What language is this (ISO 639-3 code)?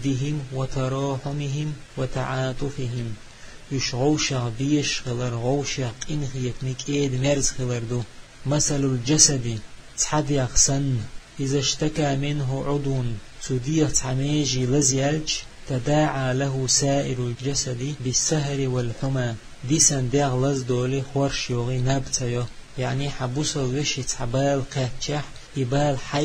che